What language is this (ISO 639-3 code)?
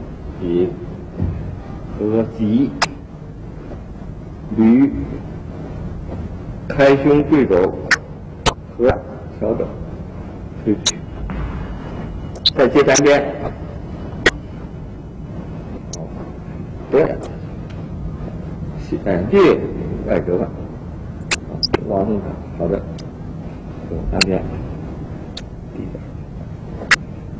zho